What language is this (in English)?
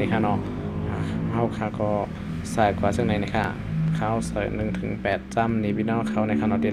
Shan